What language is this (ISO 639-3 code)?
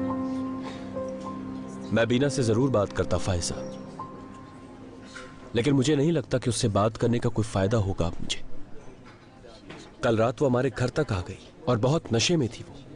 hin